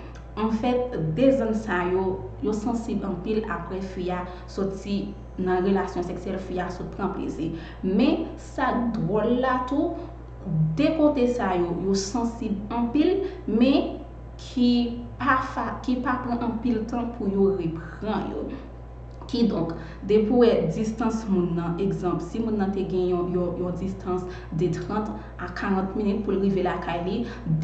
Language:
Haitian Creole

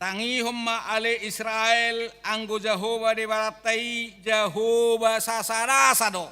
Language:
Batak Toba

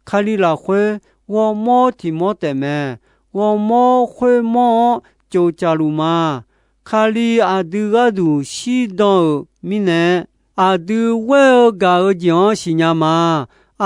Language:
Akha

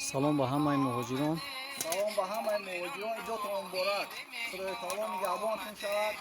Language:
Tajik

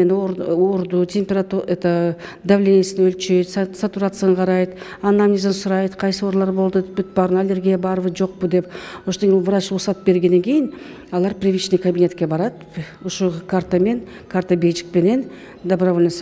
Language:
Kyrgyz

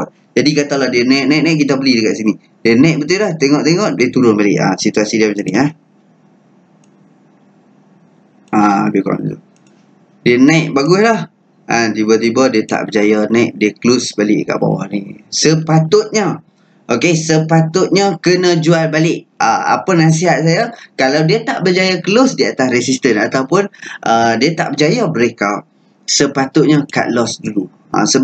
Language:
Malay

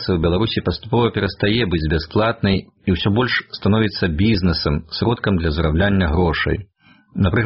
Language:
Belarusian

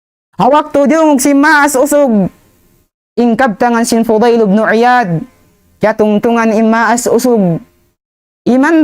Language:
Tausug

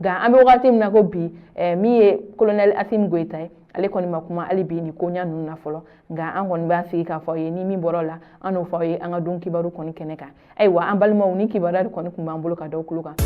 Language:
Bambara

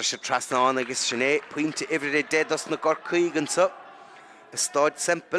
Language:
Irish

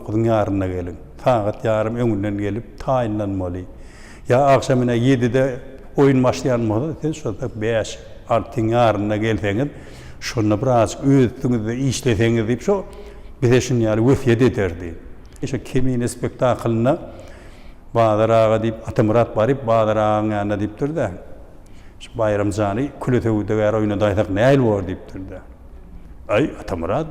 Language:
Turkmen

